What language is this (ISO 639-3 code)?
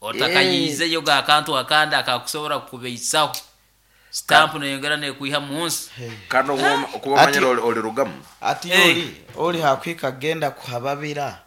nyn